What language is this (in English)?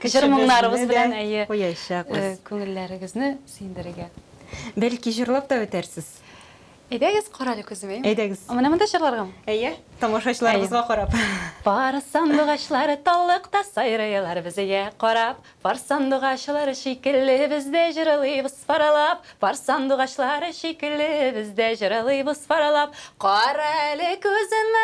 Tatar